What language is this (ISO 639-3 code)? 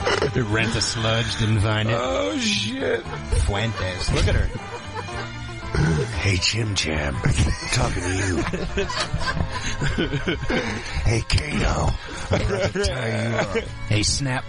eng